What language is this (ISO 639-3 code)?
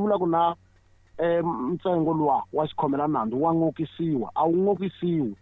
tso